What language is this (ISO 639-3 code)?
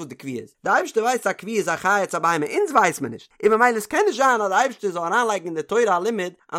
yid